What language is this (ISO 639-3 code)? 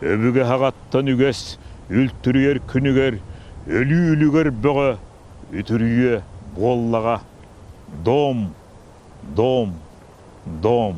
sah